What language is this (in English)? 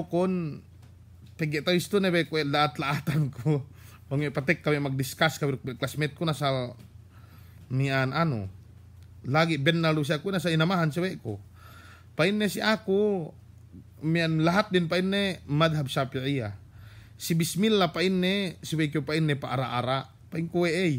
Yakan